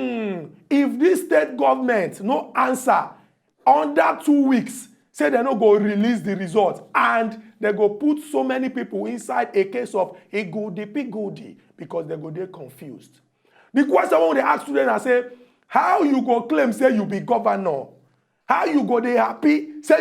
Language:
Nigerian Pidgin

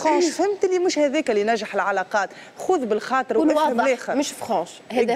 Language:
Tunisian Arabic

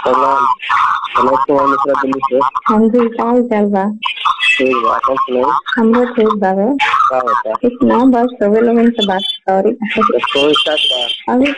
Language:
Bhojpuri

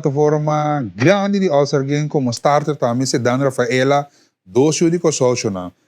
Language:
Papiamento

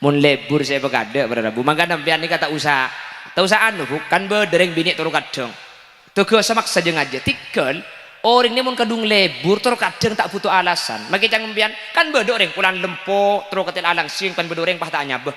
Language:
Madurese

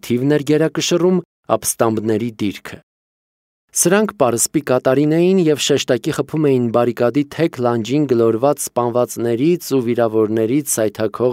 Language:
Armenian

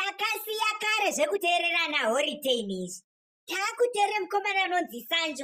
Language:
Shona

